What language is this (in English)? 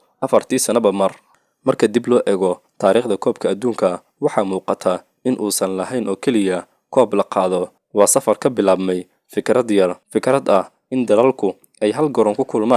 Somali